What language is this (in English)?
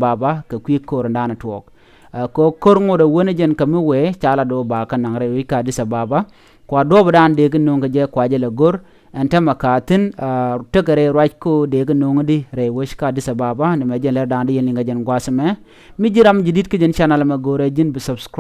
Nuer